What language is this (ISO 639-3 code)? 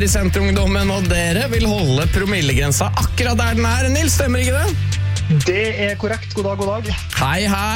nor